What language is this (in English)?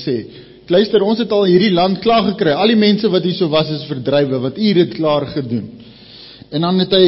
Afrikaans